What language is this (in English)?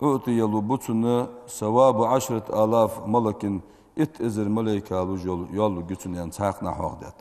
Ingush